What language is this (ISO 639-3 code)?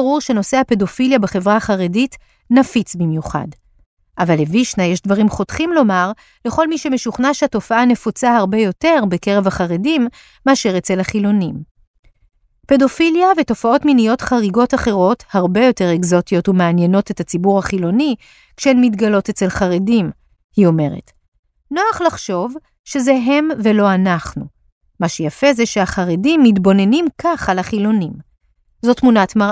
heb